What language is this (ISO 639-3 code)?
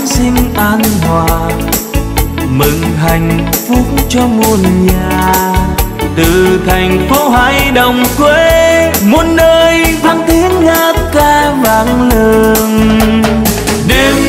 vie